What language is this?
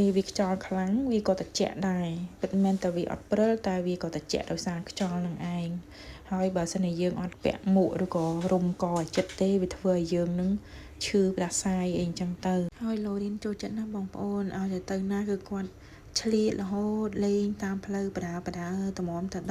Khmer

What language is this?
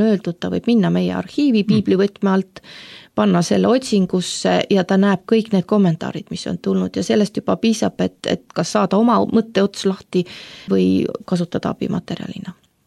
Estonian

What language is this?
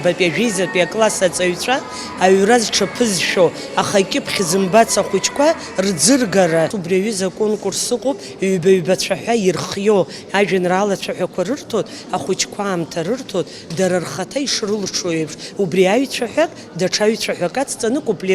Abkhazian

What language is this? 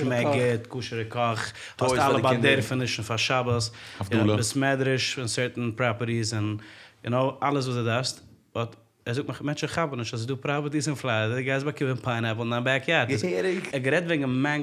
Yiddish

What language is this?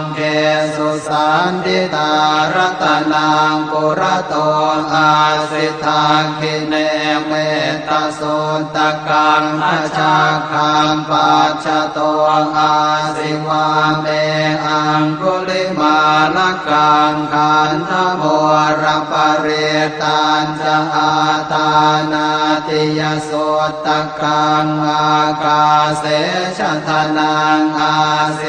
Pali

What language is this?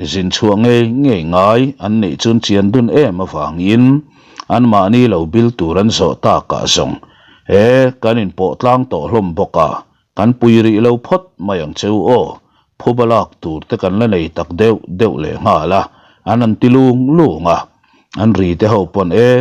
Mizo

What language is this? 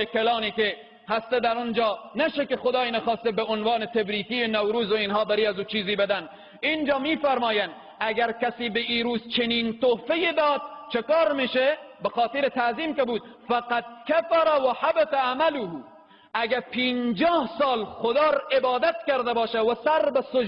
Persian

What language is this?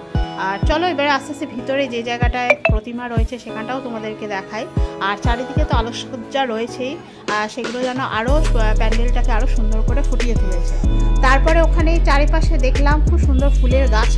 Bangla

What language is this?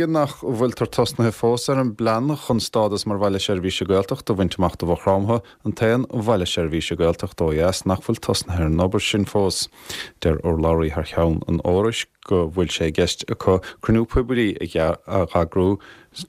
Irish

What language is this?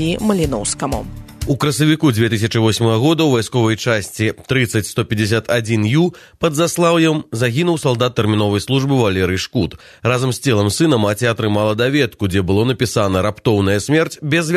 Belarusian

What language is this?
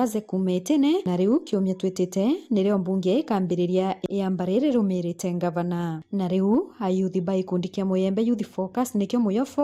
Meru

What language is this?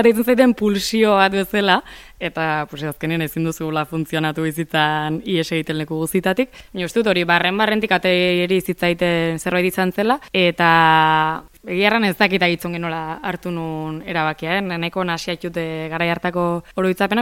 Basque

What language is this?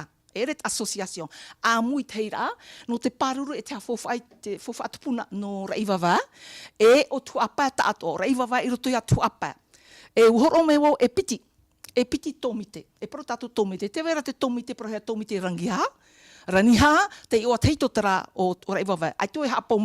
Tahitian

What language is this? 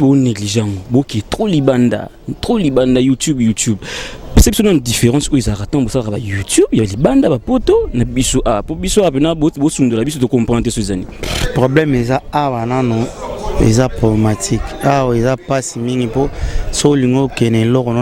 Lingala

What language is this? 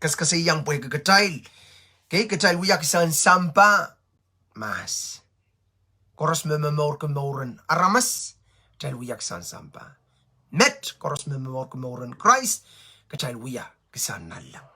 Pohnpeian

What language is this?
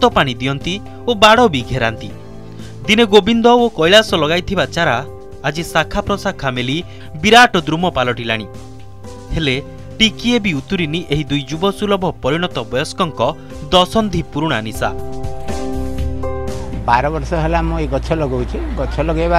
Odia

